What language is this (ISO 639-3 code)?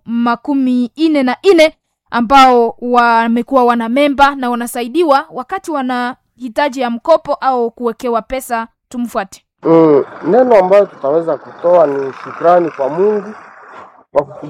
swa